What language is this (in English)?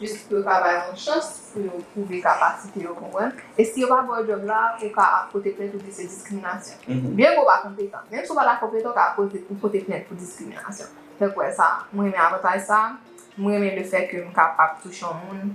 Haitian Creole